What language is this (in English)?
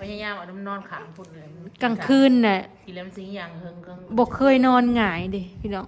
Northeastern Thai